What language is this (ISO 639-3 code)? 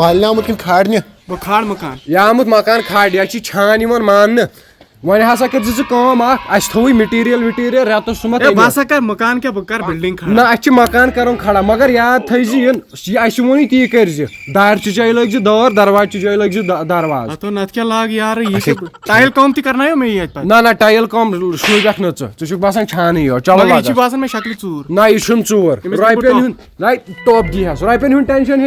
kas